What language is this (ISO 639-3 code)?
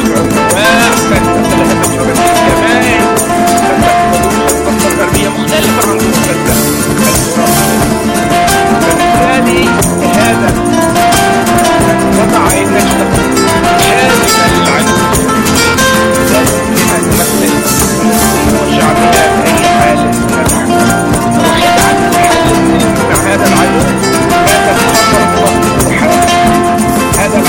ara